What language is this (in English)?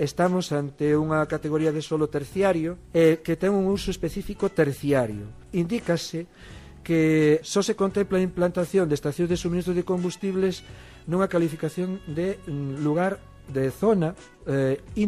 Galician